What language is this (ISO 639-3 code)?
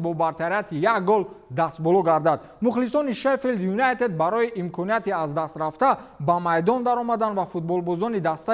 tgk